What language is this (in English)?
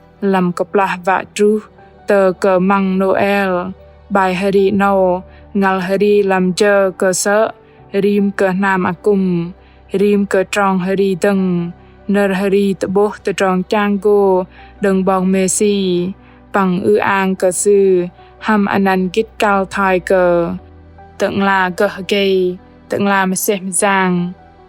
Bahnar